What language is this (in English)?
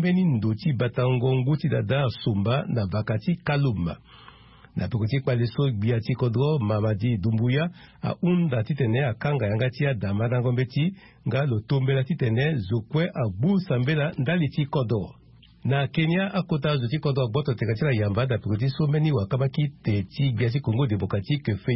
Sango